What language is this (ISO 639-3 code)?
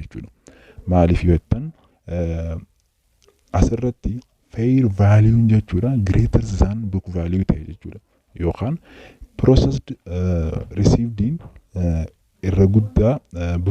orm